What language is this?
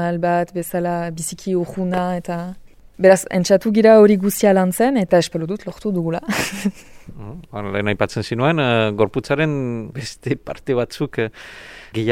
Basque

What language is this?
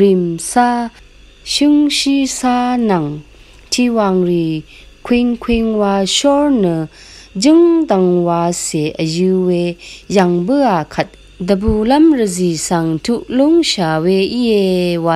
Rawang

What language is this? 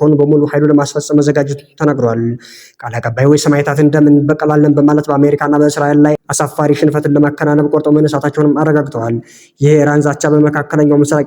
Amharic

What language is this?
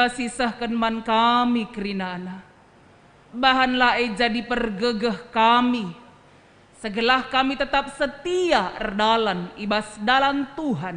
Batak Karo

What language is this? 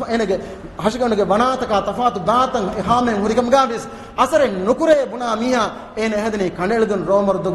Divehi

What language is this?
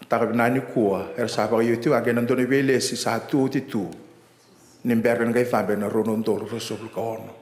Fijian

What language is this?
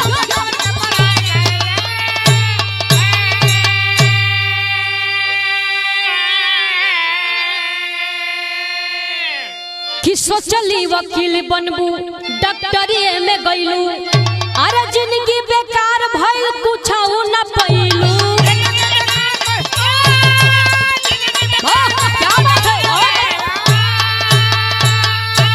Bhojpuri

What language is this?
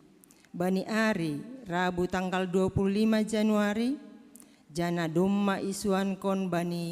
Batak Simalungun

